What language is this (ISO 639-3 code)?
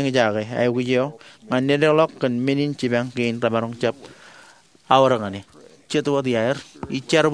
mah